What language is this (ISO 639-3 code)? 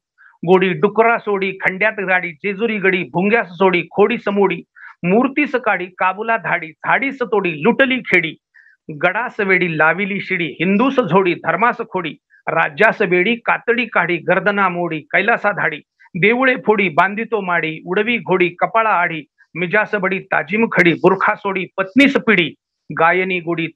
mar